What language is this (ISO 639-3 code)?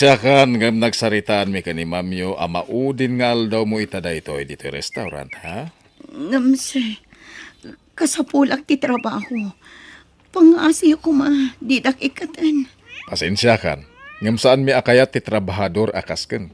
ilo